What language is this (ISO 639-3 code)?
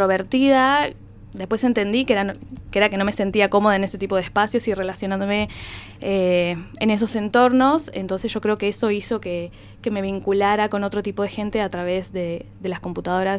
spa